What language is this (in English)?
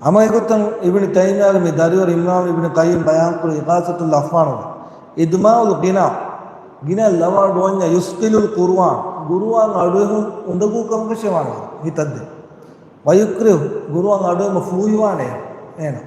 Divehi